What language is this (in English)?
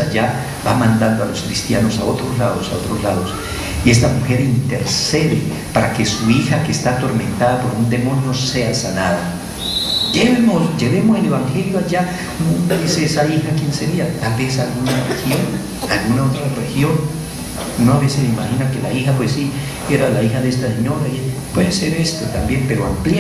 Spanish